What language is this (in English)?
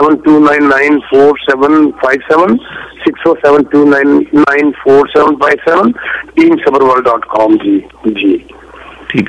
Punjabi